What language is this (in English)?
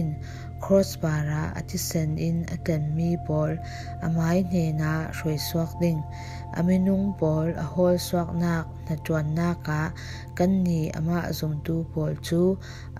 Falam Chin